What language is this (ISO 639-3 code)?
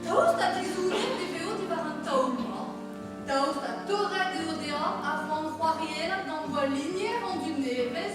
bre